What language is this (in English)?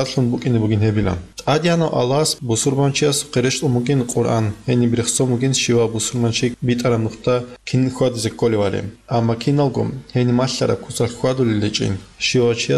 Avaric